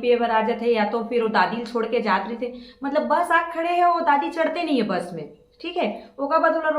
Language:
Chhattisgarhi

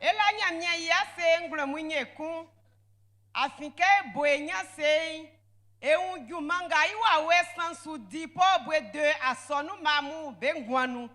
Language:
Baoulé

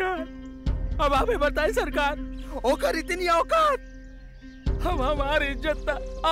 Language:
Bhojpuri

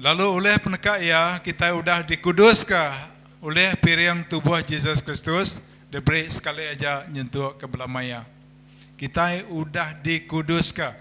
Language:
Iban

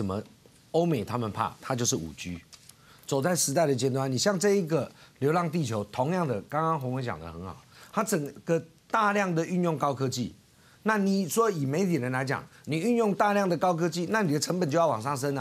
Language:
Chinese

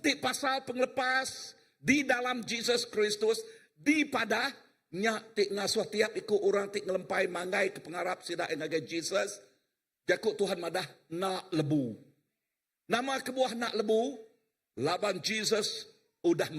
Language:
Iban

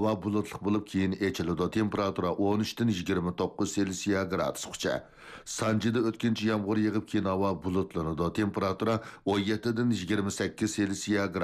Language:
Uyghur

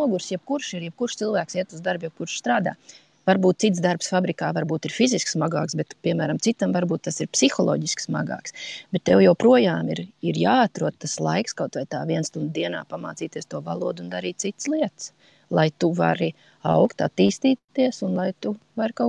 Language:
Latvian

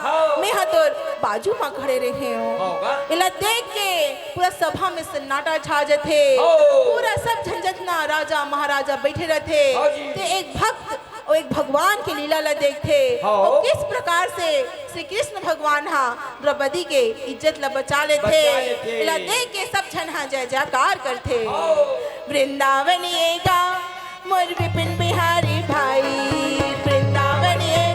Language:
Chhattisgarhi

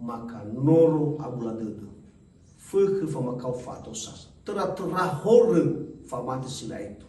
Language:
Nias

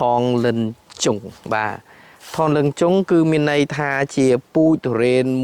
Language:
Khmer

